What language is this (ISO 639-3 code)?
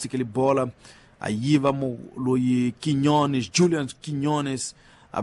tso